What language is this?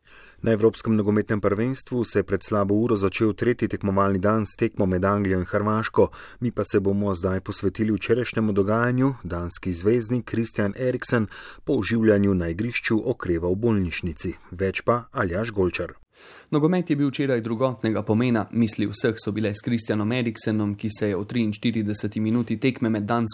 Slovenian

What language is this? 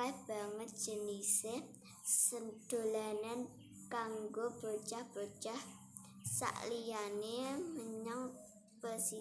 Javanese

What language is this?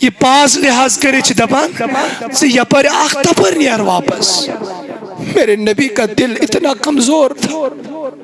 Kashmiri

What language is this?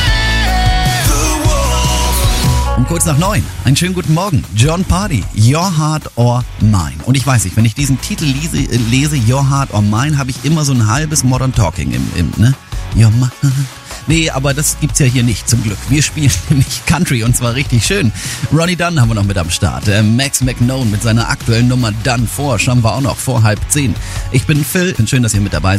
German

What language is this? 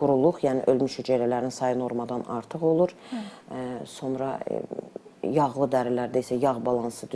Azerbaijani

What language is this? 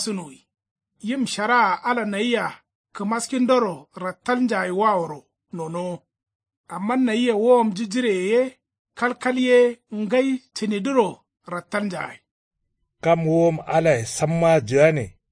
Kanuri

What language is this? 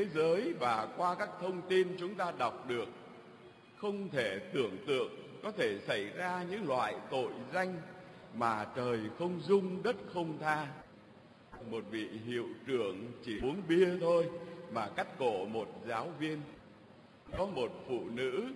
Vietnamese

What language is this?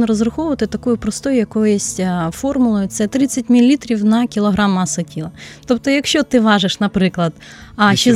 Ukrainian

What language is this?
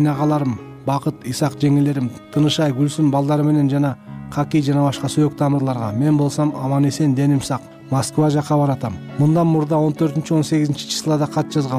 Kyrgyz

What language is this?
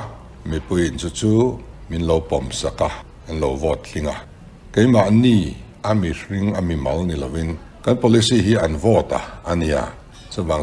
Mizo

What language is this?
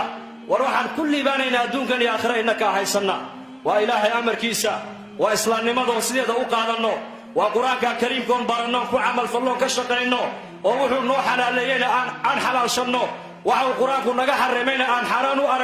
Somali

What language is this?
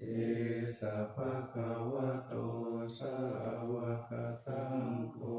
Pali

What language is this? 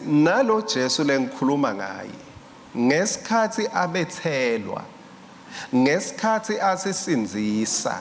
Swati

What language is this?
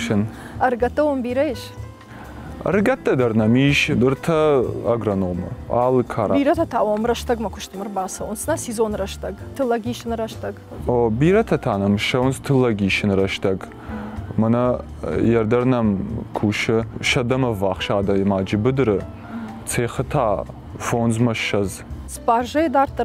Ossetic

